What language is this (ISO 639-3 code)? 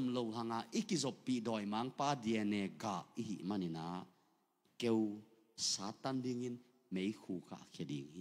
ctd